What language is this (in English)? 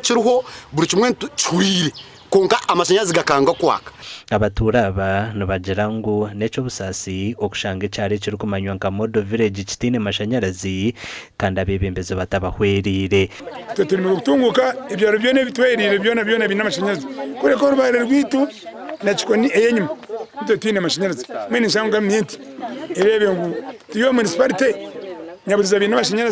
Nyankole